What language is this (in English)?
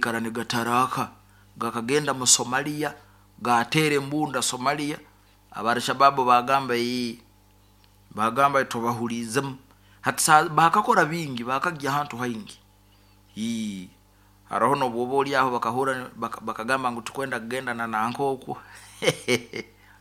Nyoro